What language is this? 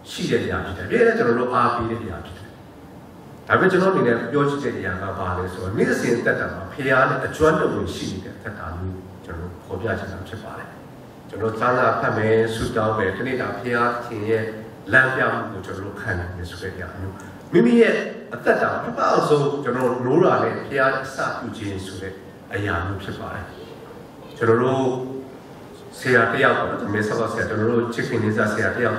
Burmese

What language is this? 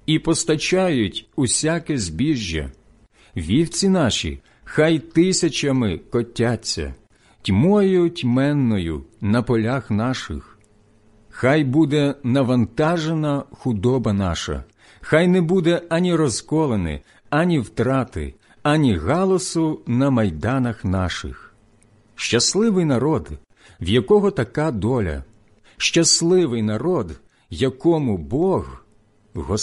Ukrainian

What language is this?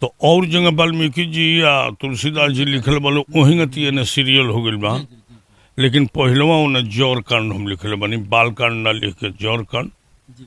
Bhojpuri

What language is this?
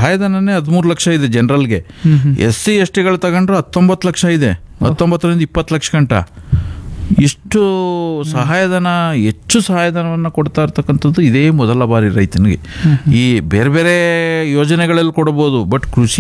Kannada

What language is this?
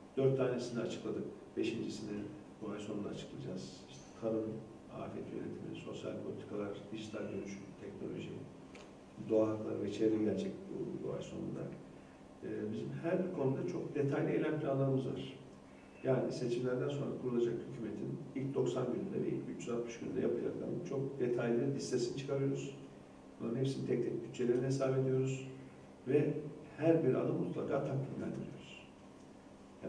Turkish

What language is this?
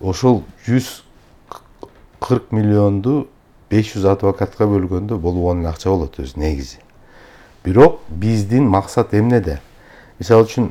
Kyrgyz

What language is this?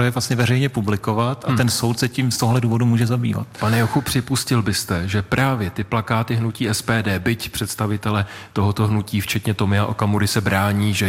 Czech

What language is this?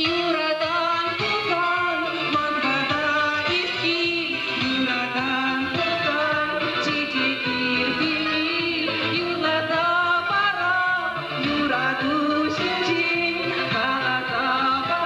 Chuvash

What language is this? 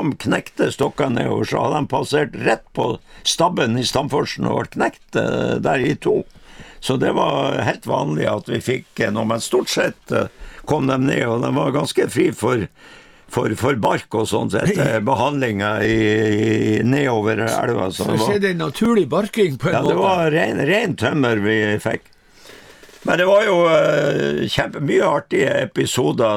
Norwegian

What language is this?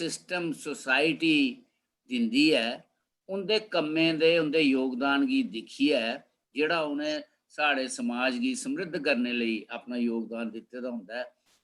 Dogri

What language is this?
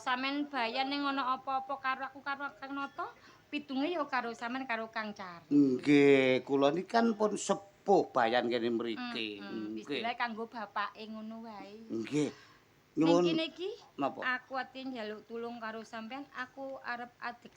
Javanese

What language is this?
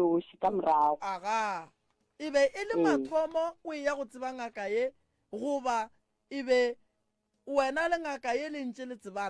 Northern Sotho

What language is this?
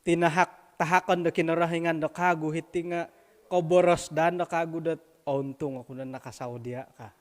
Central Dusun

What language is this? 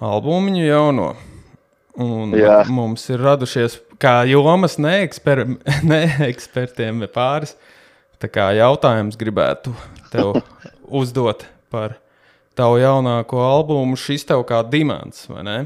Latvian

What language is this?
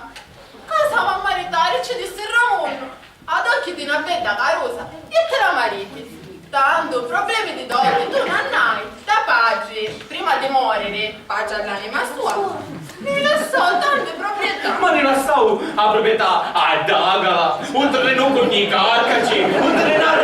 Sicilian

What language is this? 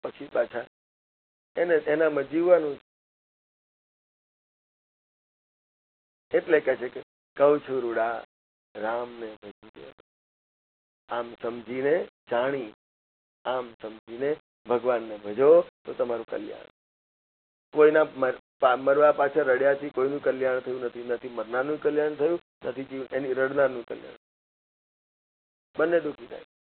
Gujarati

